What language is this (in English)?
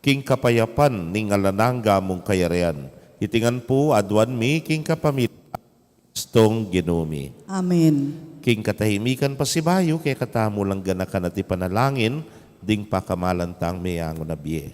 Pampanga